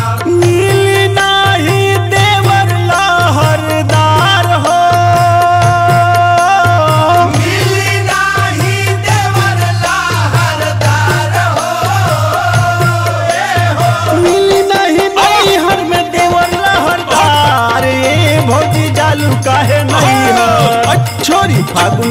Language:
Bhojpuri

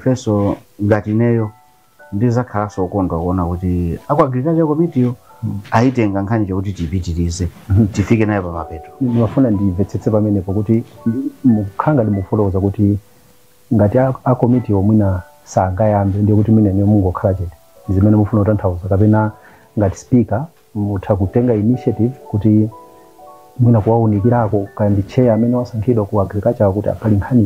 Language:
Nyanja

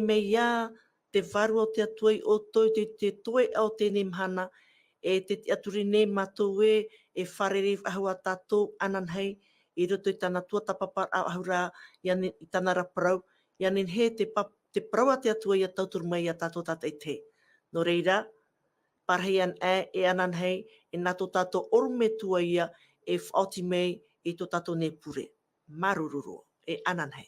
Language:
Tahitian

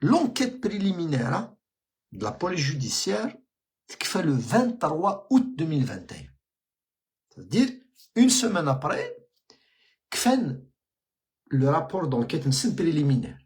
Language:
Kabyle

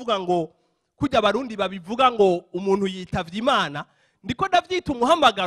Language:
Rundi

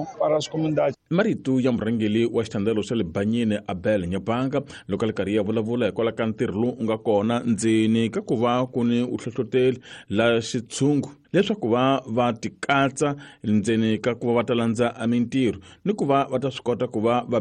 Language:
Tsonga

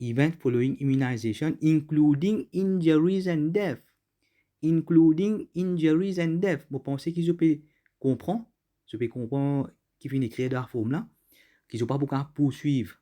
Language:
Morisyen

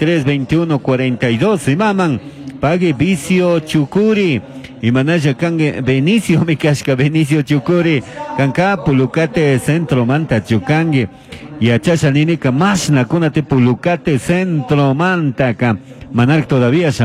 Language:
Chimborazo Highland Quichua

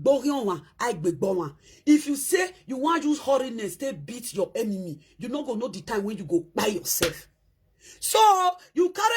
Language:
Nigerian Pidgin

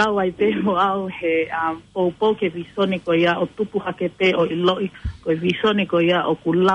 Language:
Tongan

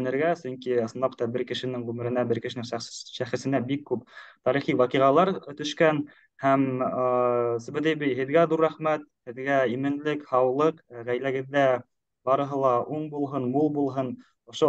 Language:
Bashkir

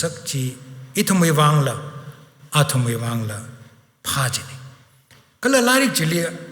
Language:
Tangkhul Naga (India)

